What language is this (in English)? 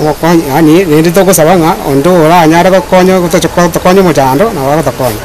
Gusii